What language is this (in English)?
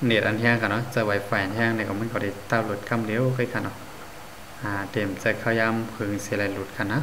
Shan